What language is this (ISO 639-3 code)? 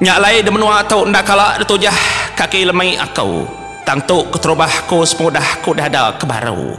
iba